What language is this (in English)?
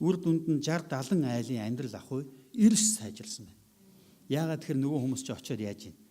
Mongolian